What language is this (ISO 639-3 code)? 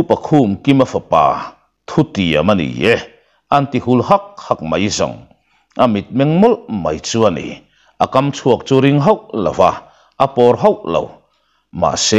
lus